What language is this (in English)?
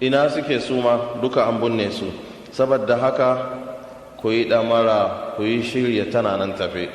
Hausa